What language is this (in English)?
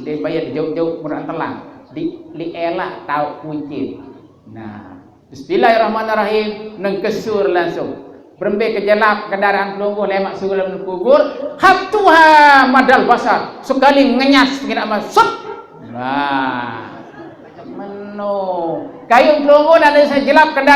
Sasak